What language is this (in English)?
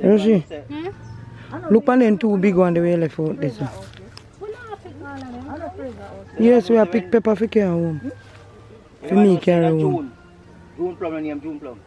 Jamaican Creole English